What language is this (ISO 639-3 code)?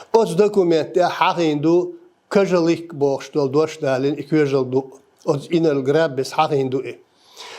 che